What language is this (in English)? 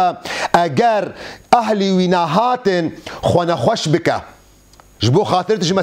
Kurdish